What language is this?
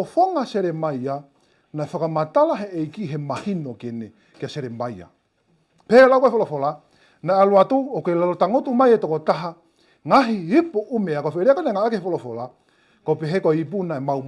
Tongan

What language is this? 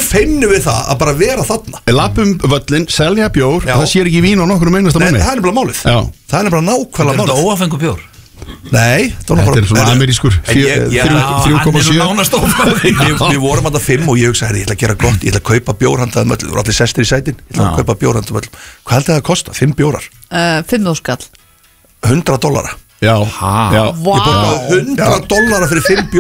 Icelandic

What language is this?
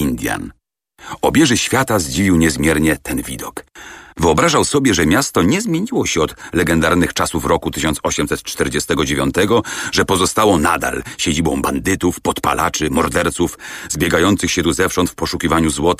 Polish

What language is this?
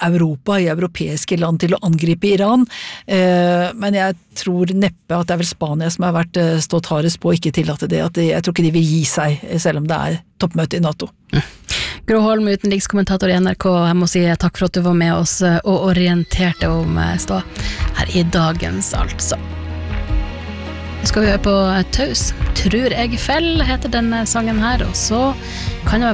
Norwegian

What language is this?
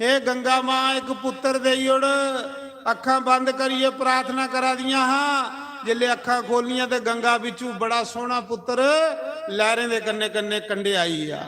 Dogri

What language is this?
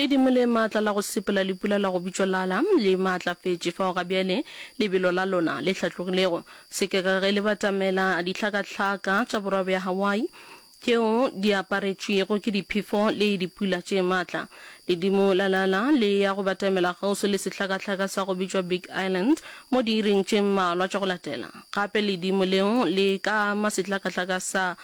Northern Sotho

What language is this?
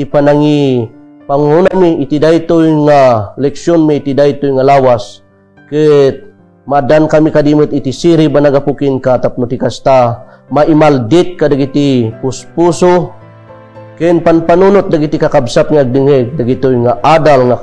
Iloko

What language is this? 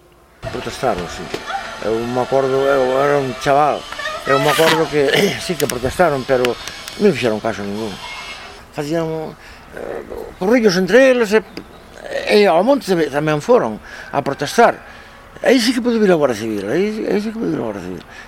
Galician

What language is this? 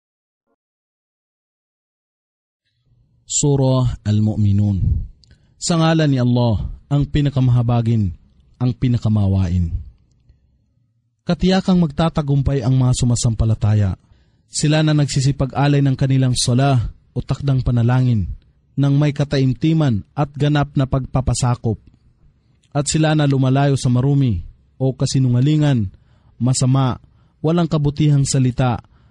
Filipino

